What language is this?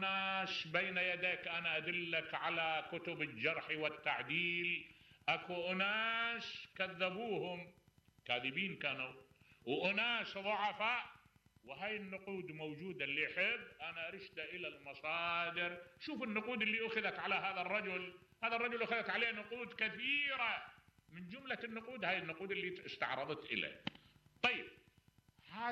Mesopotamian Arabic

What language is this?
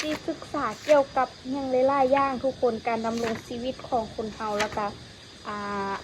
Lao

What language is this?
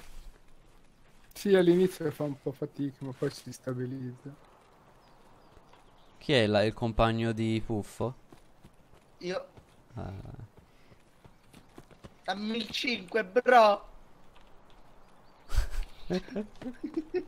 Italian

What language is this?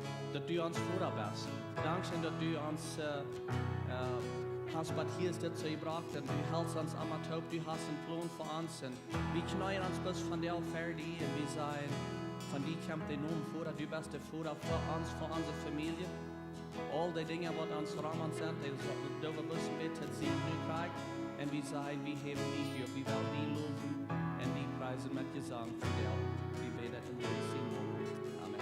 Plautdietsch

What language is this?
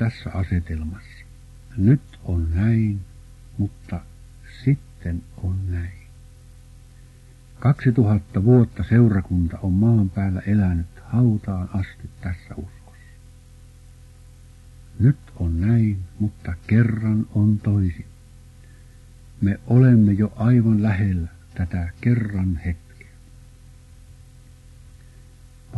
Finnish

